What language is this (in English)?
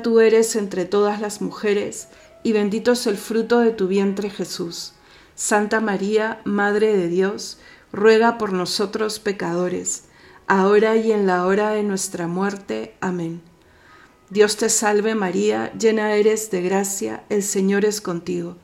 Spanish